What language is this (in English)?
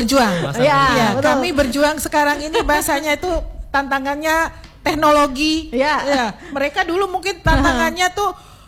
Indonesian